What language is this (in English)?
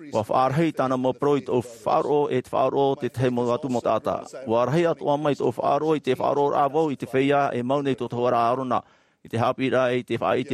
Tahitian